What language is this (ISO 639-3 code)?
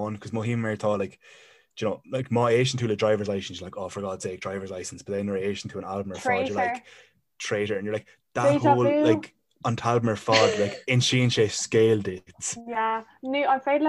gle